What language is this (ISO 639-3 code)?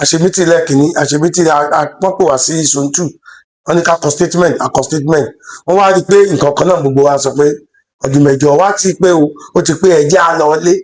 yor